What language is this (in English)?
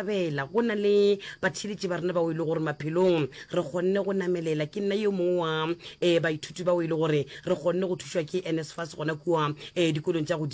Northern Sotho